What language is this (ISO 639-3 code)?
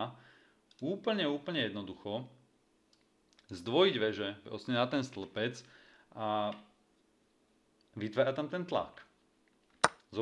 slk